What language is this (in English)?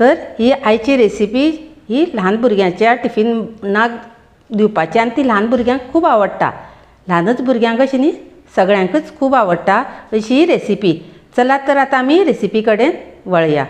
Konkani